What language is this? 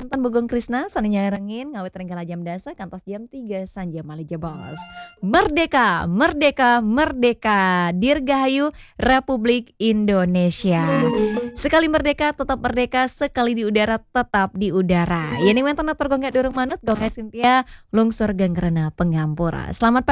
Balinese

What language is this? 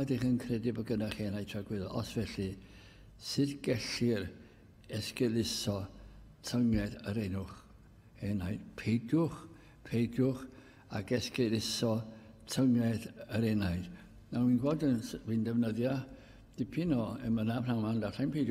Welsh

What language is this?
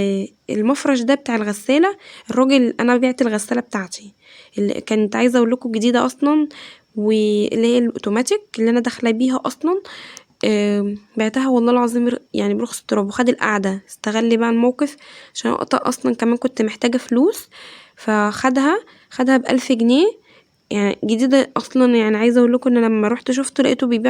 Egyptian Arabic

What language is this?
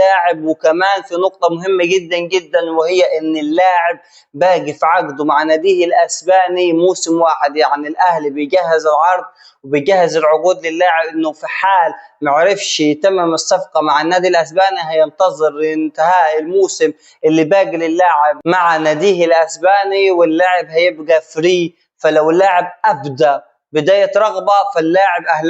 Egyptian Arabic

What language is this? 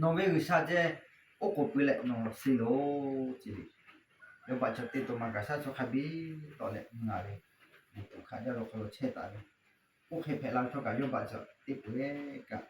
Lahu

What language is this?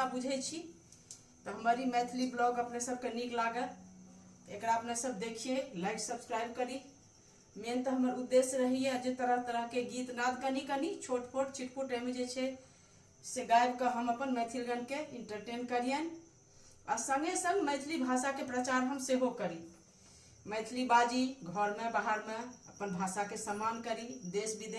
Maithili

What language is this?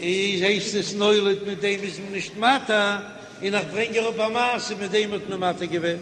Yiddish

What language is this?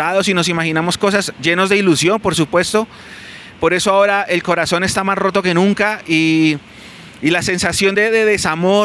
Spanish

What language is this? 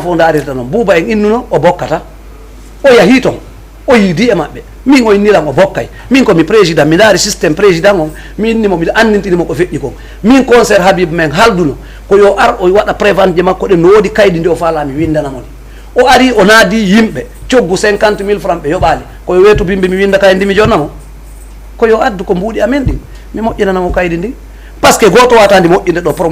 Fula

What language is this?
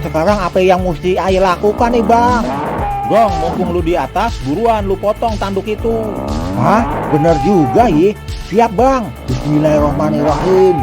Betawi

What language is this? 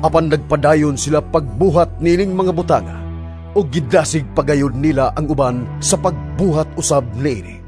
Cebuano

